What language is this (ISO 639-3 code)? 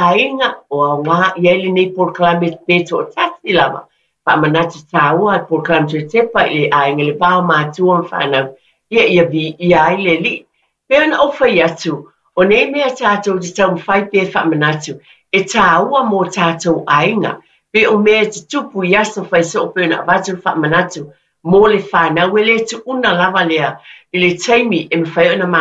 smo